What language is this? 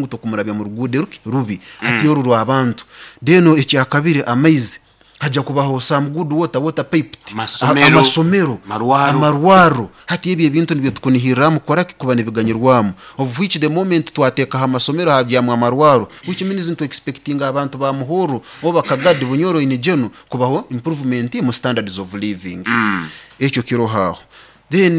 Nyoro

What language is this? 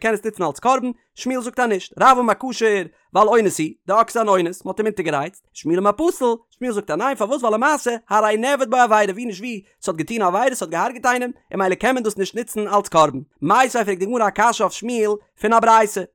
Yiddish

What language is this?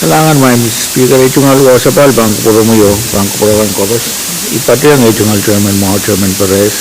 Pohnpeian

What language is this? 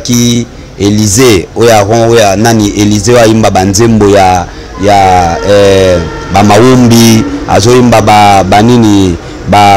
Lingala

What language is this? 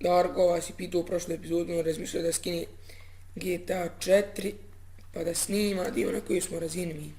Bosnian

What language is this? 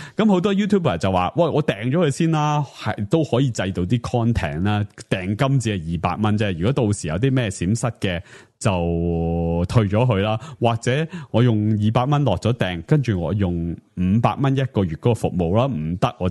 Cantonese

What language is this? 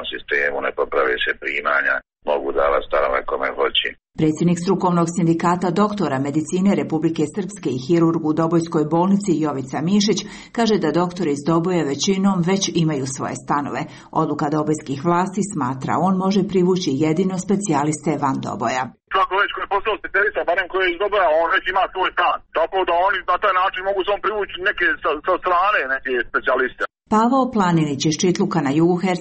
Serbian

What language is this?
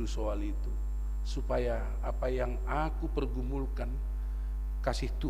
Batak Simalungun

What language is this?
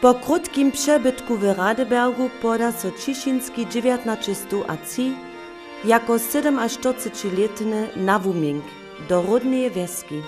Upper Sorbian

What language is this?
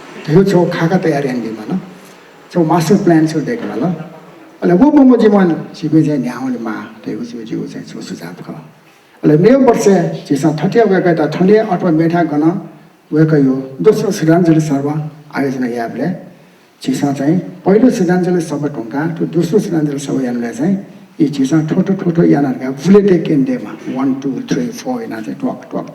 Newari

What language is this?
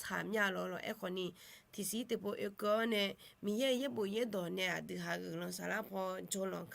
Akha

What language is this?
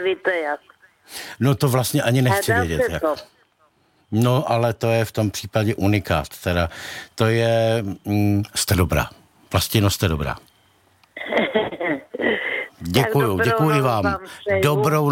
Czech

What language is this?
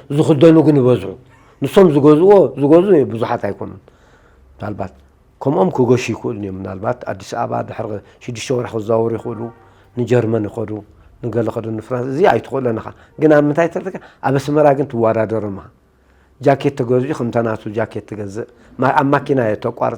Tigrinya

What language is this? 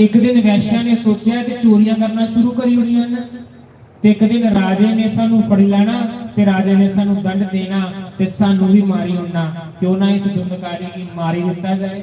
Dogri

